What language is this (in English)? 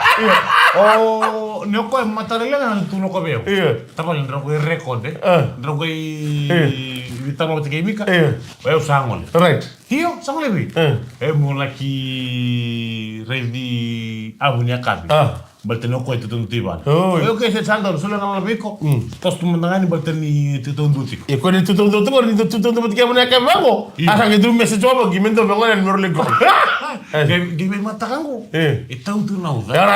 Fijian